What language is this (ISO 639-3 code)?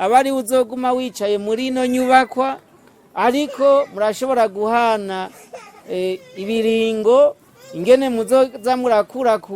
run